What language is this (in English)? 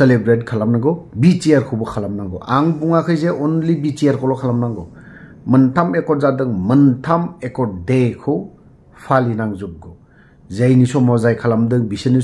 Bodo